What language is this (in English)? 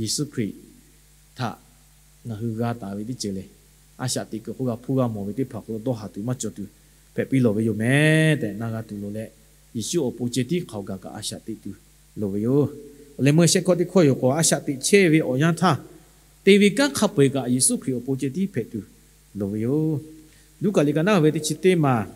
Lahu